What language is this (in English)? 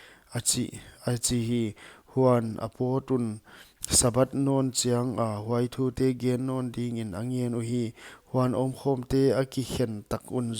Paite Chin